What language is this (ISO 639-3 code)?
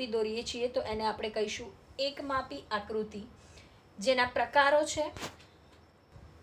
guj